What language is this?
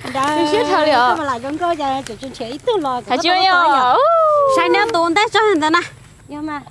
Hmong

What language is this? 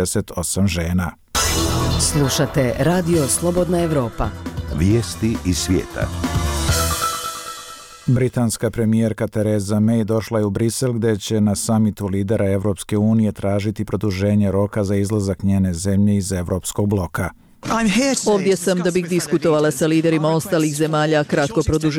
Bosnian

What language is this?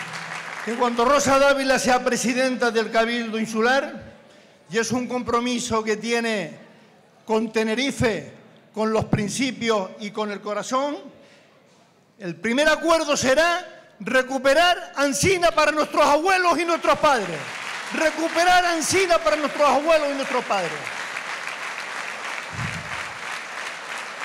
Spanish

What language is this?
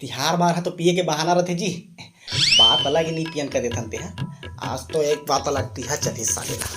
Chhattisgarhi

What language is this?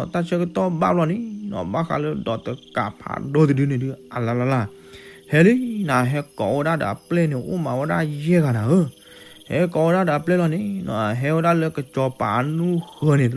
S'gaw Karen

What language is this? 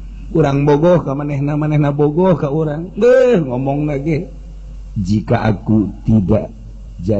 Sundanese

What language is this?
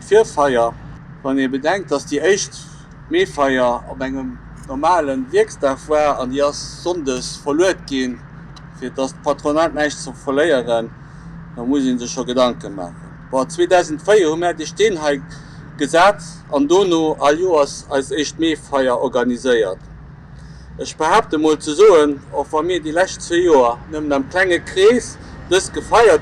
Luxembourgish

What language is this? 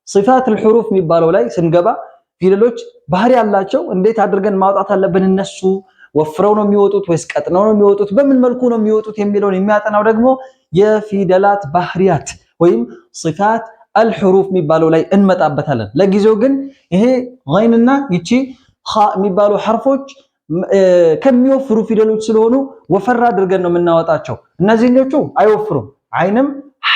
Amharic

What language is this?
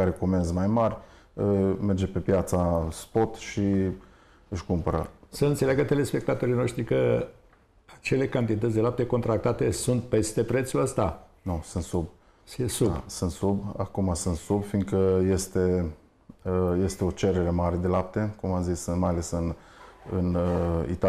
Romanian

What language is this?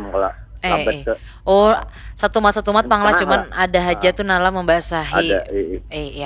Banjar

